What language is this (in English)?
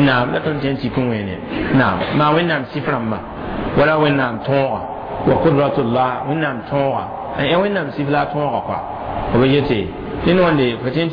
Mossi